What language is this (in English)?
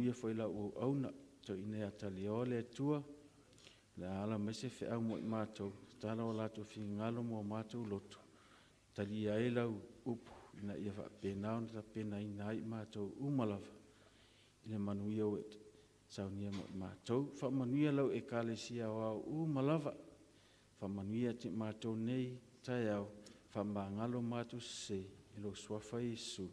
Samoan